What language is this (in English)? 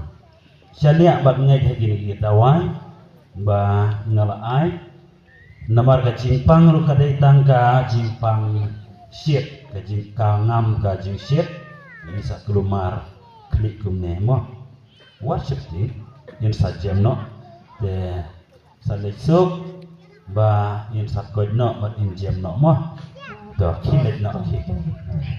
Khasi